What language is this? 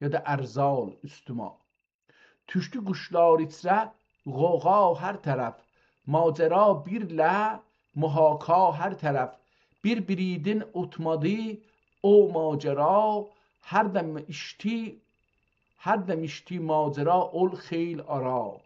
South Azerbaijani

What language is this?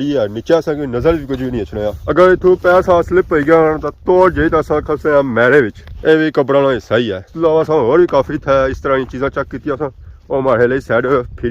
Pahari-Potwari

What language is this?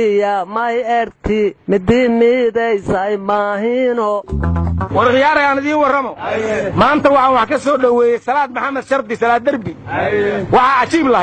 Somali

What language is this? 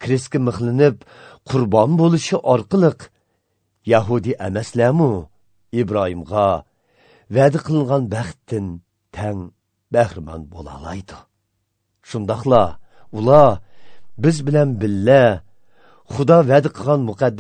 Uyghur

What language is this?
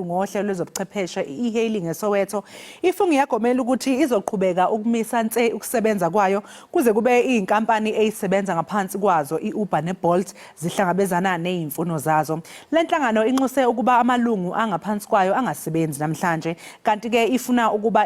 Zulu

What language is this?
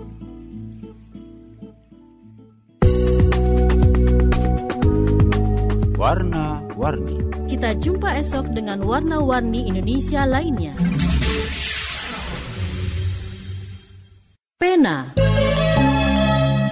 Indonesian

